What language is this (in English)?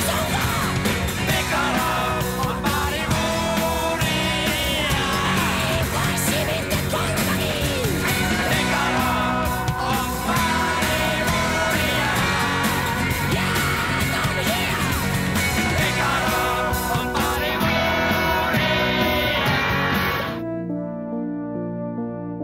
Estonian